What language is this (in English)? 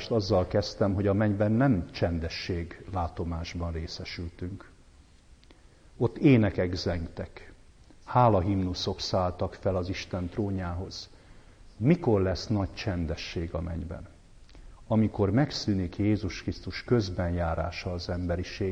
Hungarian